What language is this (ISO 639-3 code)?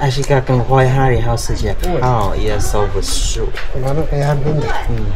trv